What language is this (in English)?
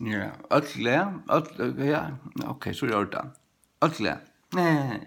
Faroese